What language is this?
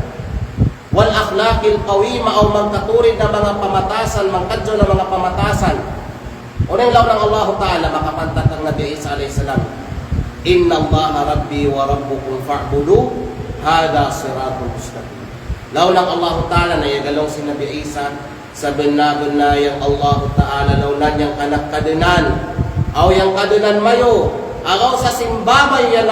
Kalagan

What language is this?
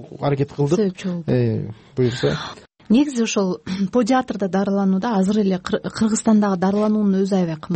Kyrgyz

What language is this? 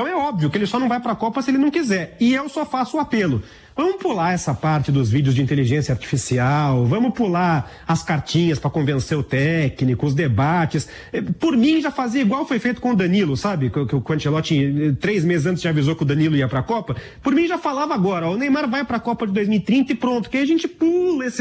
Portuguese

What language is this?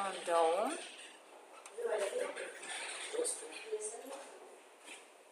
Bulgarian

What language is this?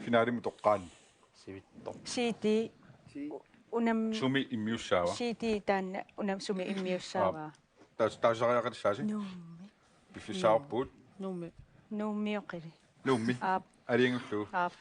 Kalaallisut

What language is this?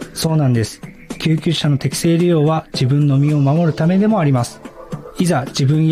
Japanese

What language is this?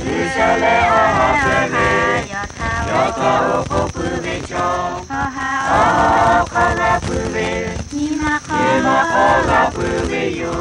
Lahu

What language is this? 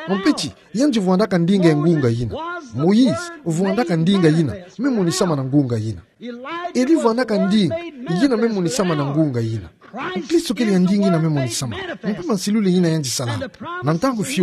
Kituba (Democratic Republic of Congo)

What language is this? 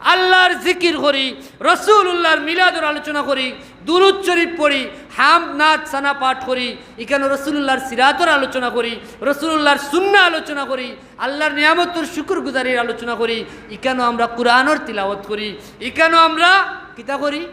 Sylheti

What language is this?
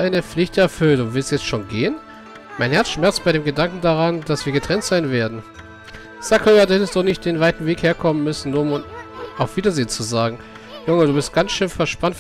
German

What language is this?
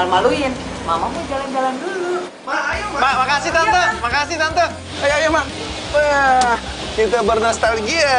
Indonesian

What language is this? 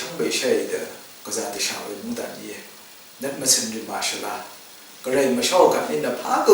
Rawang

